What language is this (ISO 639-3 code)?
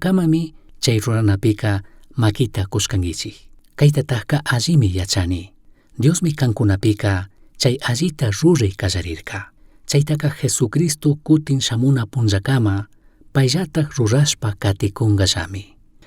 qug